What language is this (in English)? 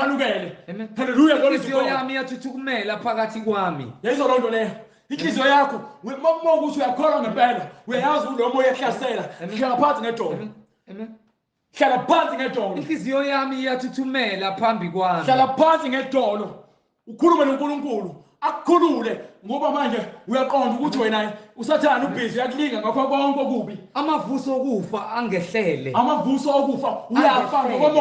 Zulu